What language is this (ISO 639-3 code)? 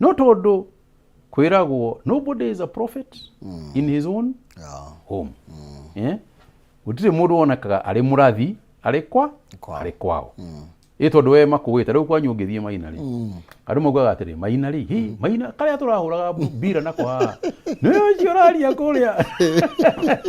kik